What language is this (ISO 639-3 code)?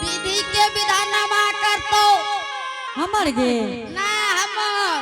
anp